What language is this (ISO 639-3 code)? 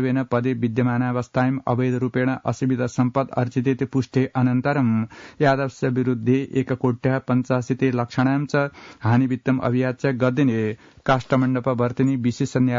san